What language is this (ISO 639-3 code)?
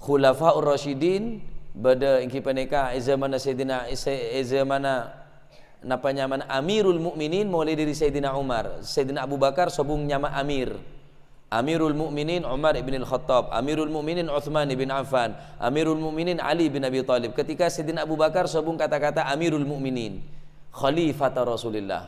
mad